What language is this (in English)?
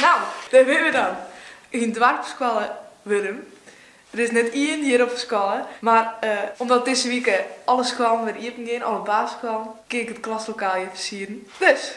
Western Frisian